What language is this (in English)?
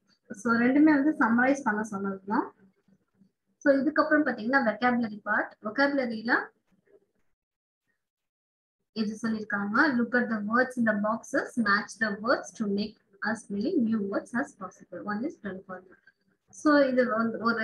Tamil